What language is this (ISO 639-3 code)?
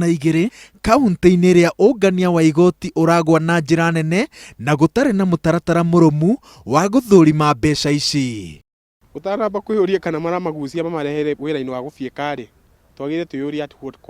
kik